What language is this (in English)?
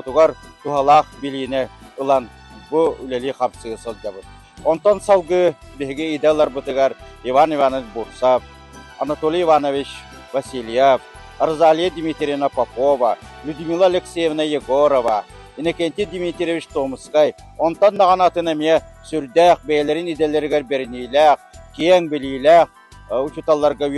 Yakut